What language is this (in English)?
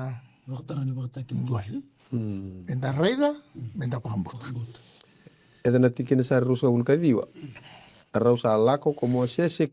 Fijian